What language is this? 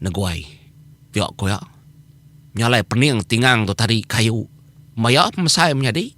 Iban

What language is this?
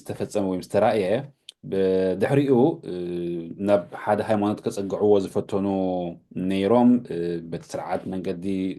Tigrinya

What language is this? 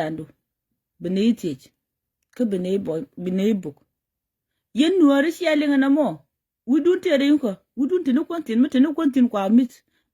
Nuer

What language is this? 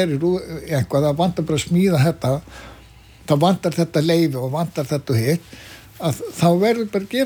Icelandic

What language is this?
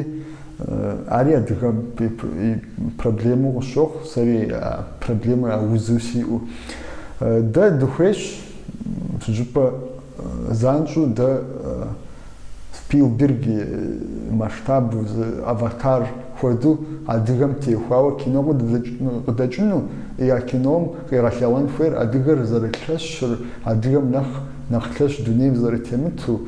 Kabardian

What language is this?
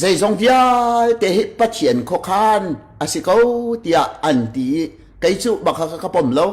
Hakha Chin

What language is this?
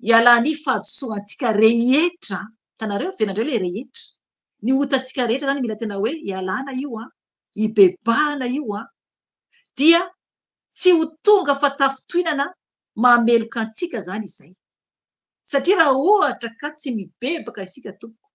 Malagasy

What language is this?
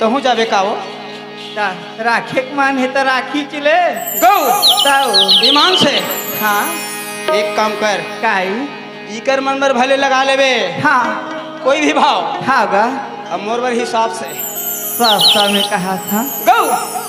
Chhattisgarhi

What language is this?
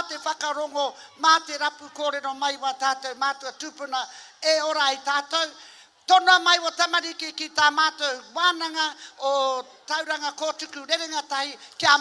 Māori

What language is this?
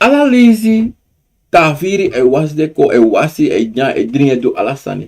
Sranan Tongo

